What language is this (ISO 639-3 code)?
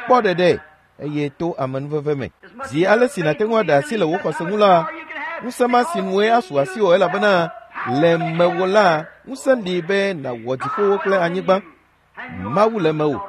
ewe